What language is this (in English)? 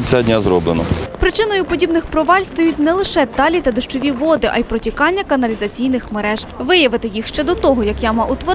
Ukrainian